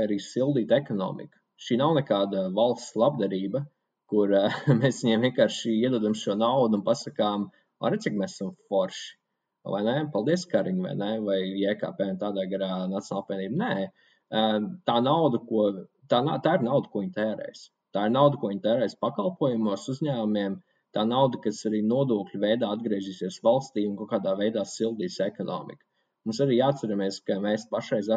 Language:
Latvian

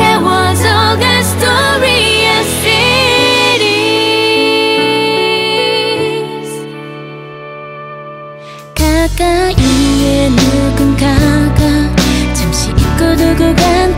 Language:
Korean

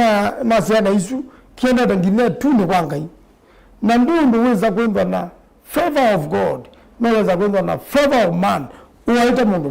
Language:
Kamba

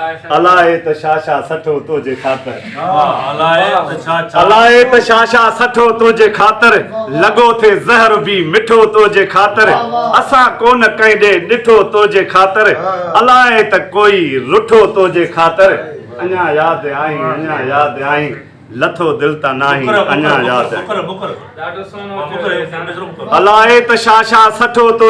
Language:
Sindhi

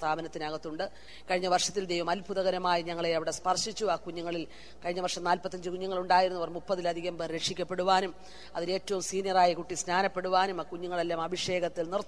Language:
Malayalam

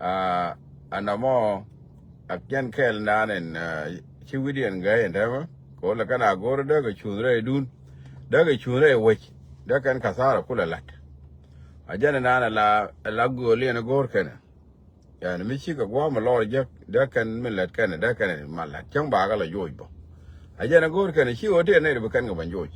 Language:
Nuer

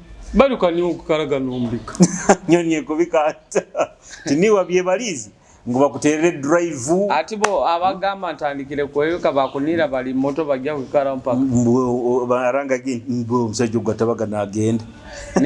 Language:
Nyoro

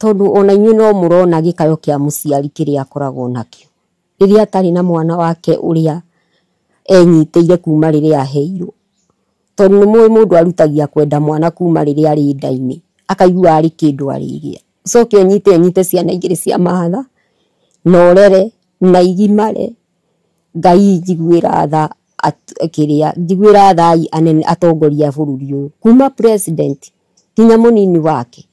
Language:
Kikuyu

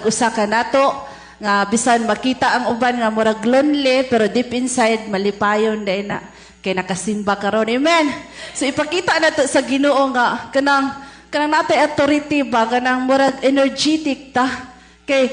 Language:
Cebuano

